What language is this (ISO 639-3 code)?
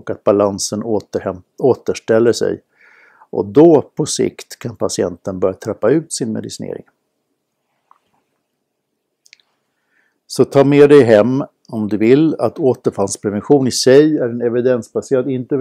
swe